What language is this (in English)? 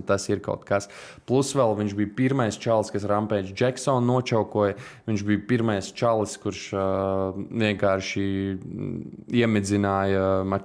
Latvian